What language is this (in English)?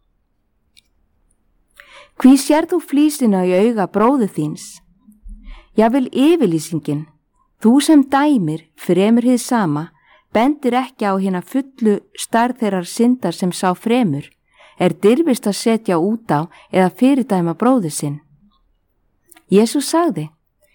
Icelandic